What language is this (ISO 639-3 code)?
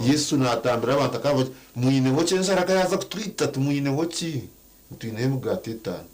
nyn